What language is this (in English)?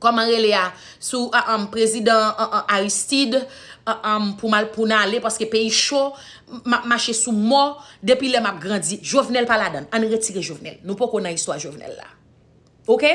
Haitian Creole